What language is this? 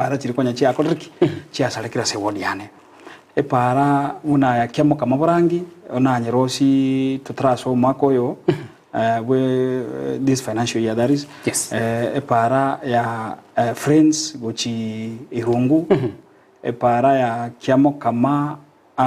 Gusii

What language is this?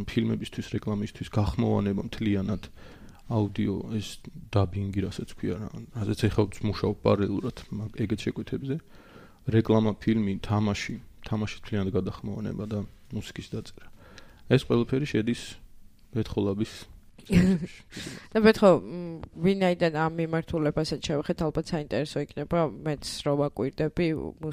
Georgian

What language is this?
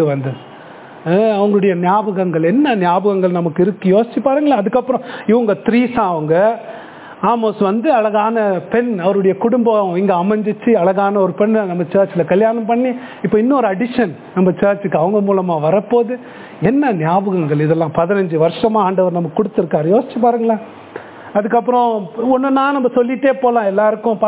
Tamil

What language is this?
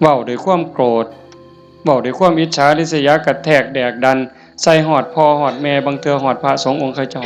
Northeastern Thai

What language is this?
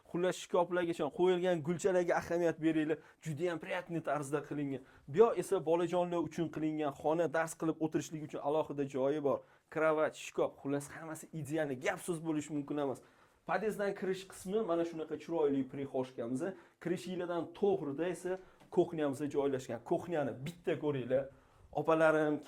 Uzbek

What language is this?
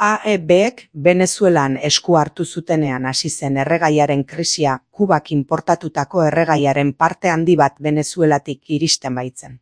Basque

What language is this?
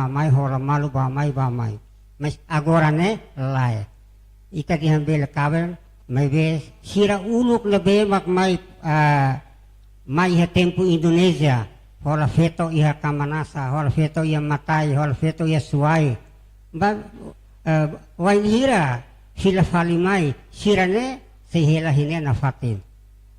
Tetum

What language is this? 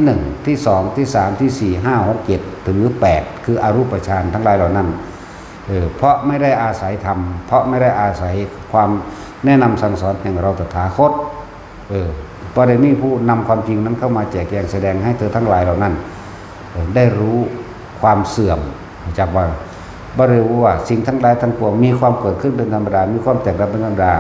Northeastern Thai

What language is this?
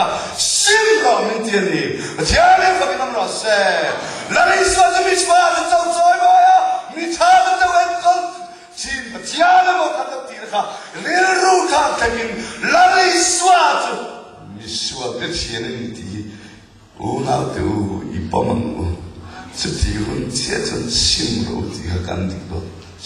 Mizo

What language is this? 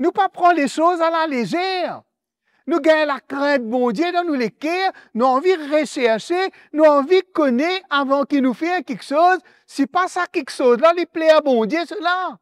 Morisyen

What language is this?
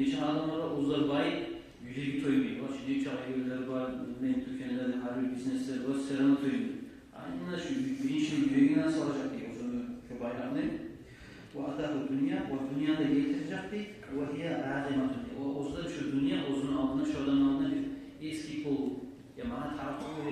Kumyk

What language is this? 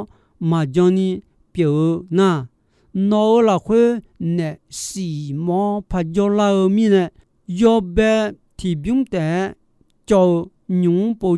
Akha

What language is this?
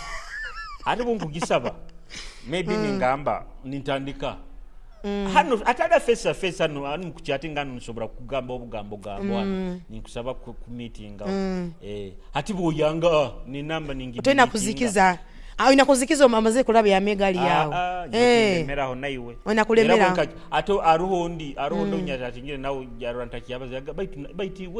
Nyoro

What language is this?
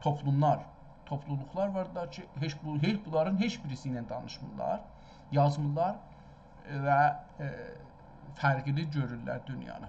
South Azerbaijani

